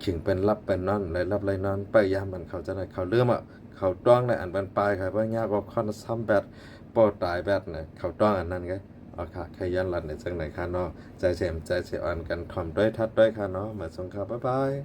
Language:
Shan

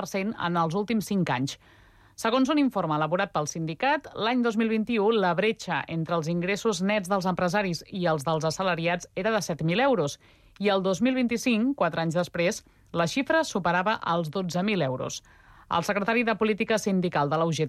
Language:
Catalan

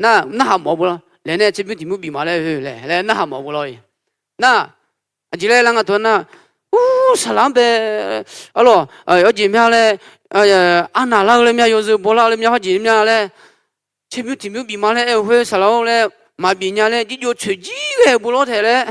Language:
Akha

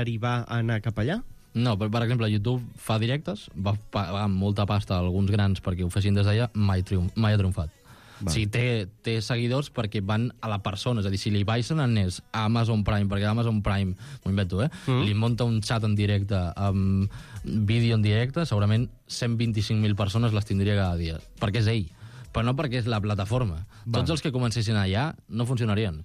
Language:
Catalan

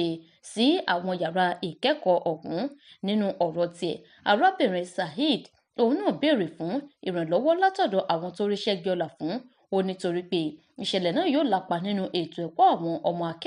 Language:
Yoruba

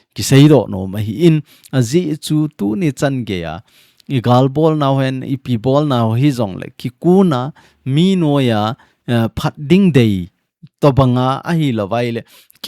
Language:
Thado Chin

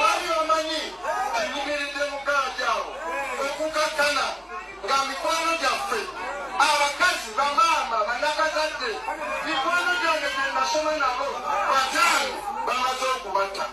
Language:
Ganda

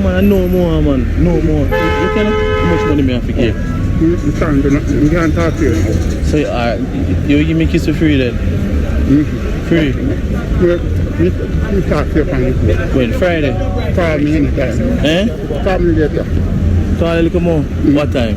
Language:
Jamaican Creole English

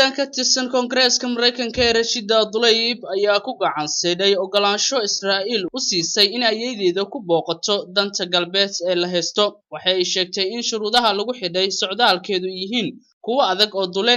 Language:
Somali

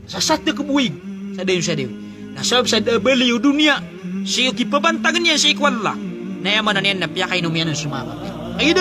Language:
Maranao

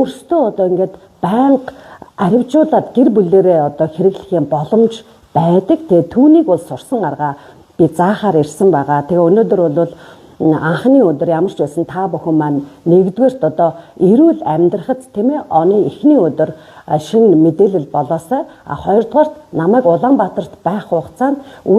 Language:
Mongolian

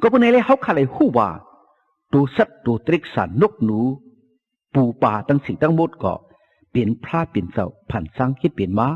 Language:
Shan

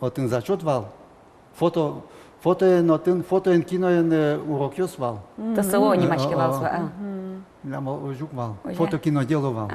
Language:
Udmurt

